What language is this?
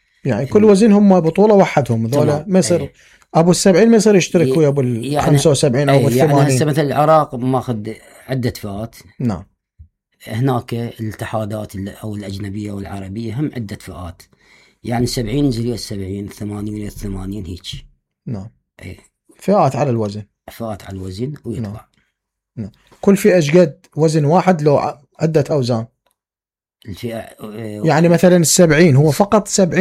Mesopotamian Arabic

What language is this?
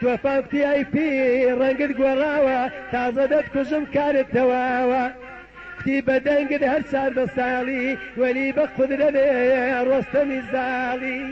Central Kurdish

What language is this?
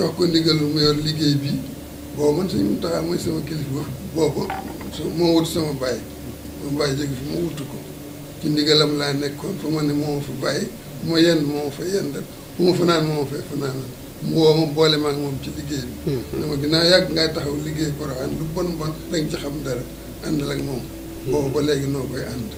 Wolof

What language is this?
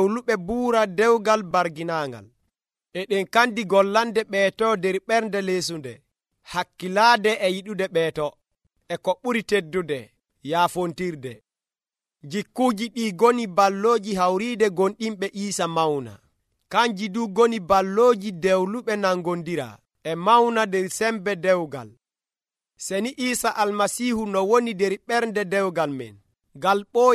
Nigerian Fulfulde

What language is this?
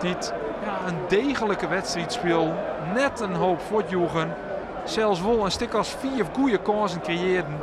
Western Frisian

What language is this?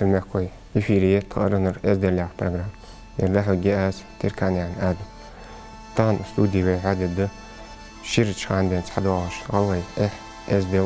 Ingush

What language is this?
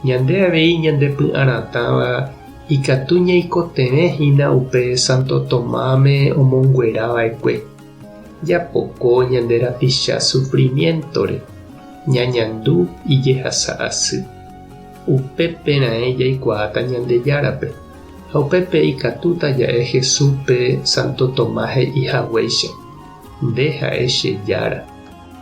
Guarani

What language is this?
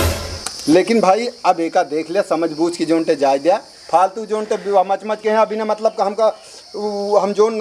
Awadhi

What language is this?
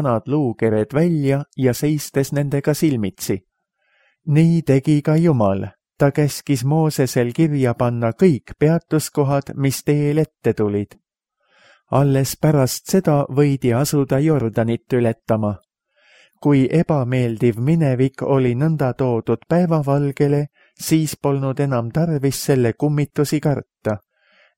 Estonian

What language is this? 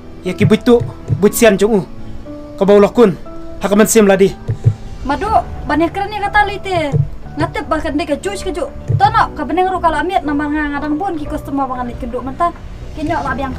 Khasi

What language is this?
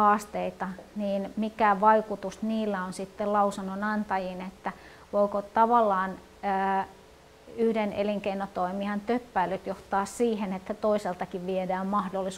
Finnish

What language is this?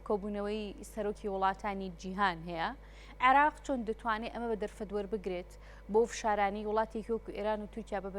Central Kurdish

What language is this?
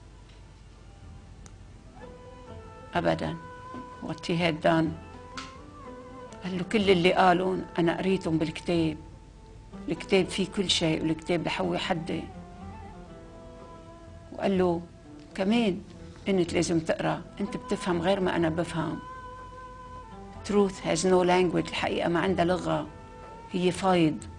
North Levantine Arabic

